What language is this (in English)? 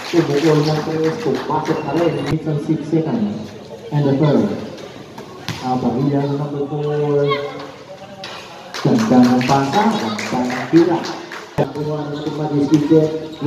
Filipino